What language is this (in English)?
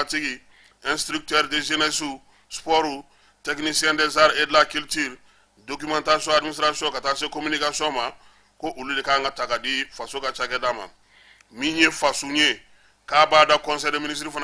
Bambara